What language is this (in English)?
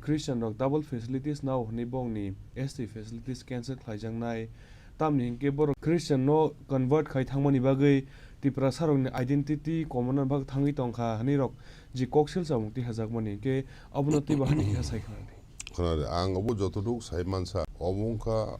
Kok Borok